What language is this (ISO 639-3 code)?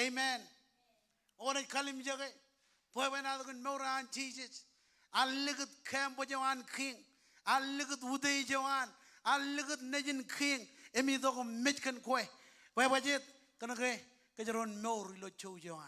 mah